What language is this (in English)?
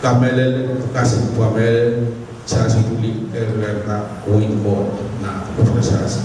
Pohnpeian